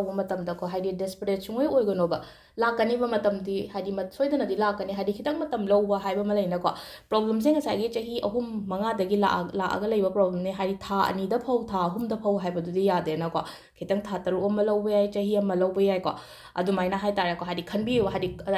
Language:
Manipuri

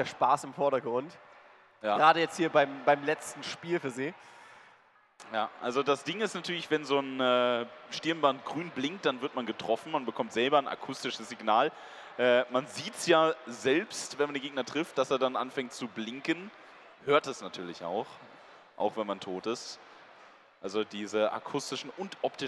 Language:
German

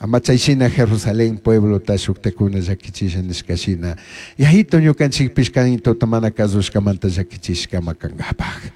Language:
Chimborazo Highland Quichua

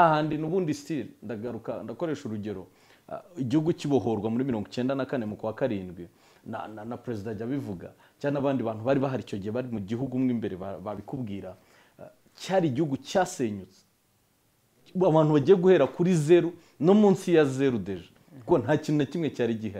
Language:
Kinyarwanda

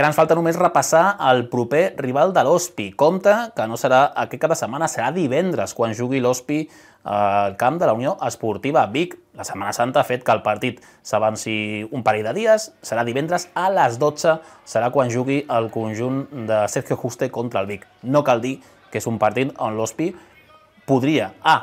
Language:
Catalan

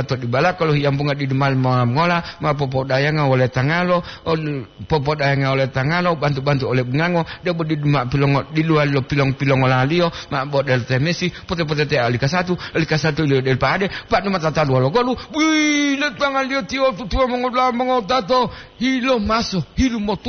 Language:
Gorontalo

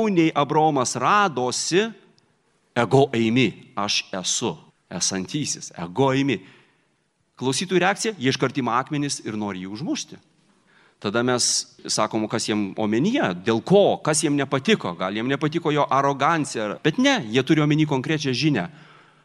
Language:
Lithuanian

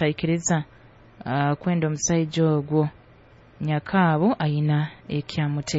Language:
Nyoro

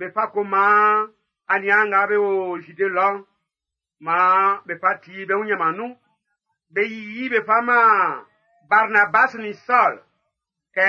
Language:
Baoulé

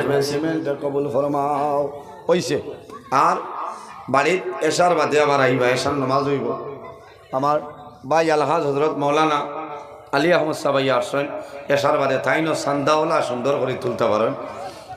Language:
Sylheti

